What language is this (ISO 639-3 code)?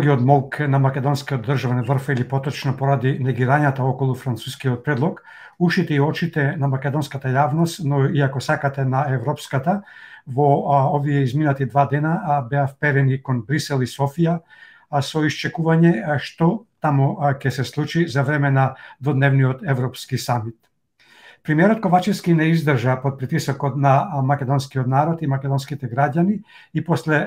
mkd